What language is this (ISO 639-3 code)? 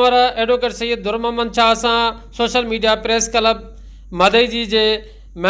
snd